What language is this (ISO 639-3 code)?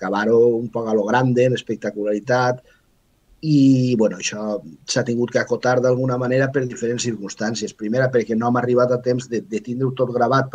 cat